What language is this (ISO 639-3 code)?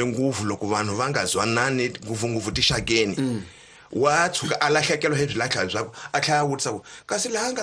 tso